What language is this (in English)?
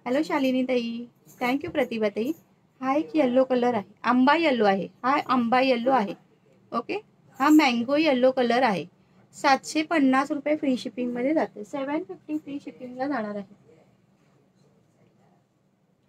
Marathi